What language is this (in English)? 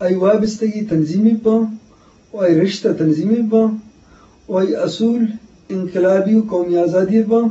Eastern Balochi